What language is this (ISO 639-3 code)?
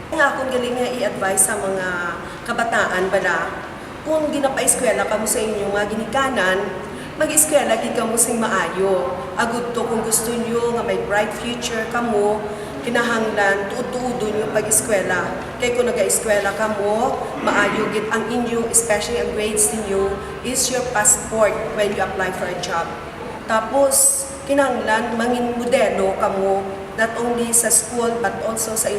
hil